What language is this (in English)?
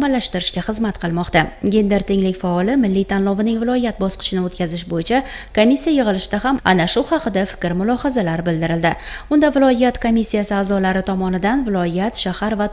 Uzbek